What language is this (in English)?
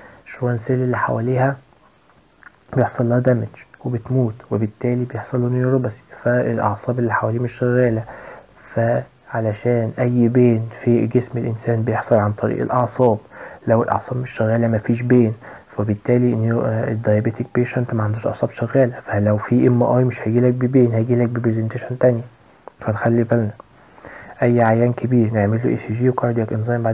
Egyptian Arabic